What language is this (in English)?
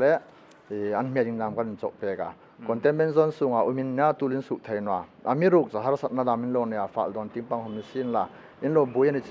Hmar